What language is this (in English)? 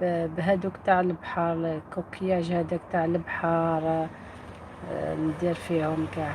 Algerian Arabic